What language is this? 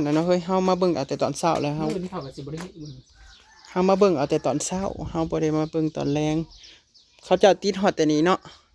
Northeastern Thai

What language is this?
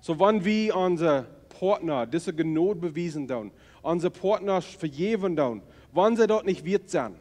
Plautdietsch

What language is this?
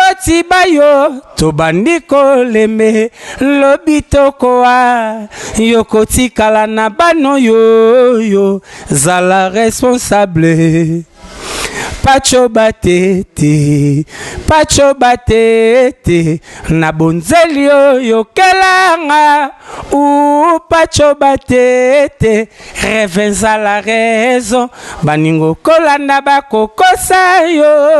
Lingala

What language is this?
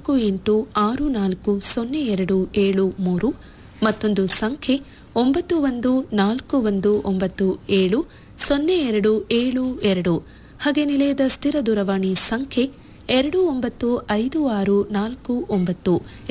Kannada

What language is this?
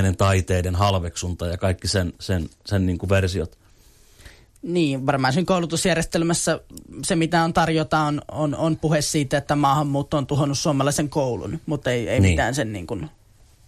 Finnish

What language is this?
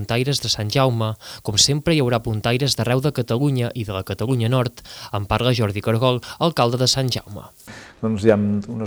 Catalan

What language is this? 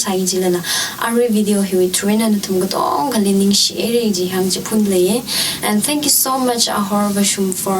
Tangkhul Naga (India)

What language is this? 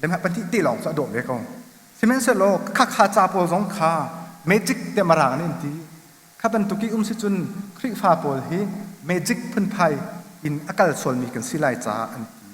Hakha Chin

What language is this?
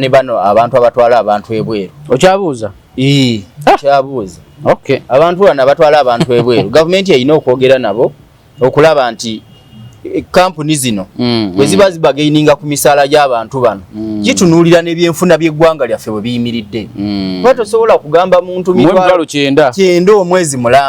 Ganda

